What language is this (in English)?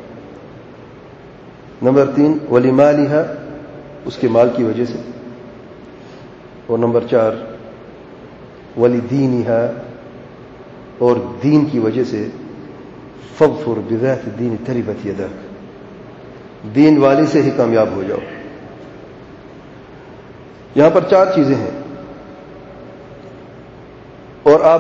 Urdu